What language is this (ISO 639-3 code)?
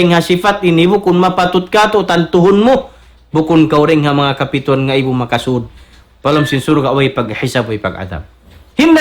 tsg